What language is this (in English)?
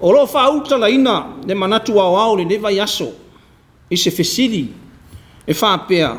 Samoan